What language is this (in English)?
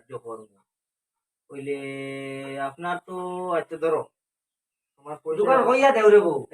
Sylheti